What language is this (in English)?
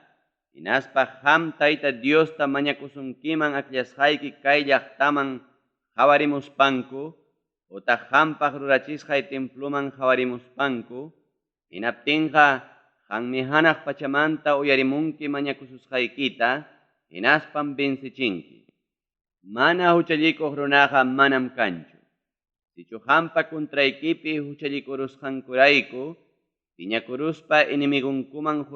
Ayacucho Quechua